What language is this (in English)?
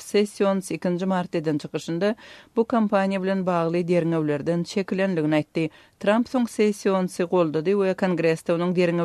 Turkmen